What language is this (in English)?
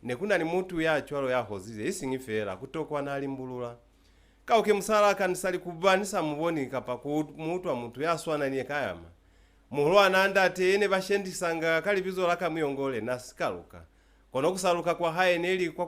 Lozi